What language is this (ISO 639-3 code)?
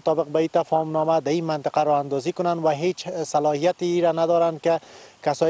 fas